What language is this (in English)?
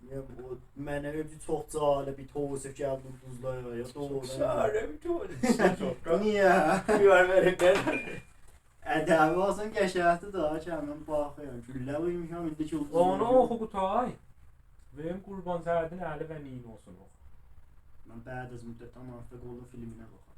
South Azerbaijani